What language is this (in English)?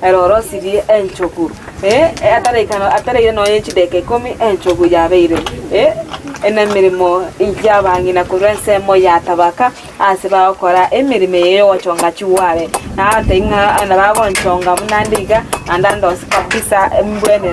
Gusii